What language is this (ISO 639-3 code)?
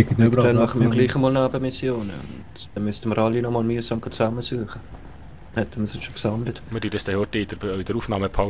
gsw